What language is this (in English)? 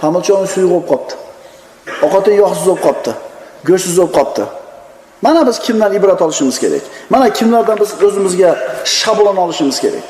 Uzbek